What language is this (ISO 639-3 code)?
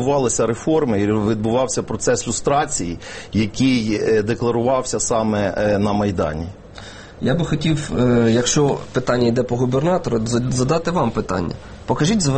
ukr